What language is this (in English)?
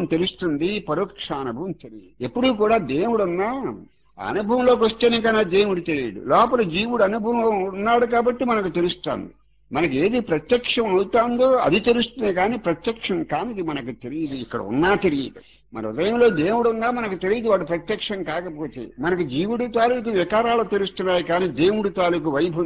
Telugu